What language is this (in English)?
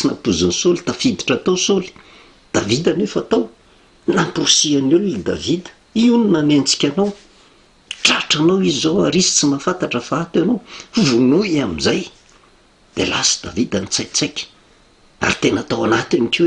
Malagasy